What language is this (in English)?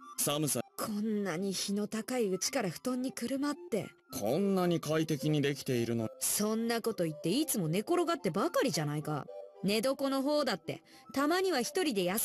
Japanese